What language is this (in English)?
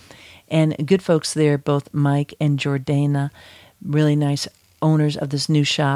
English